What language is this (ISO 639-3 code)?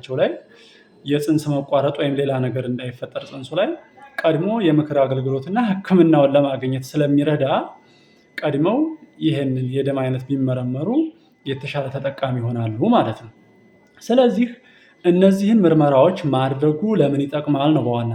amh